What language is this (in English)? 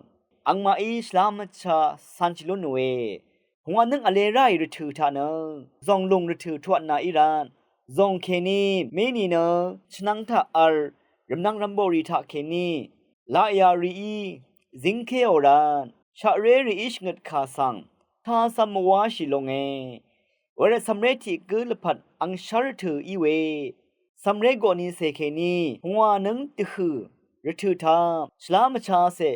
Rawang